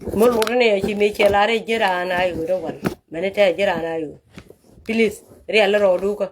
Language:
Nuer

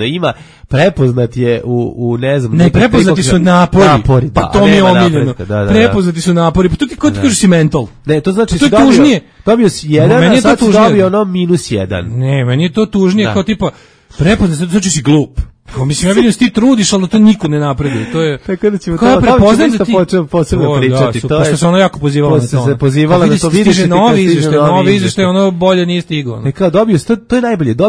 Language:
Serbian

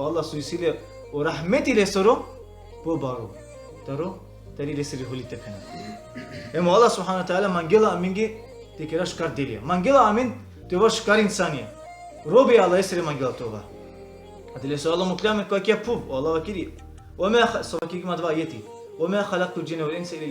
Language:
Balkan Romani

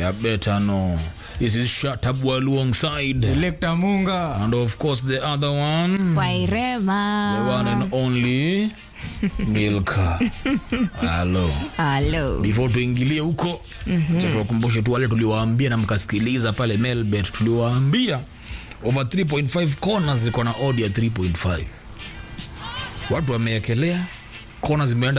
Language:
Swahili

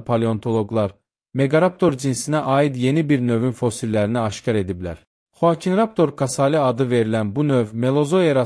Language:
Azerbaijani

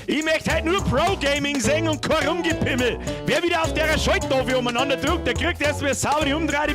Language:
Bavarian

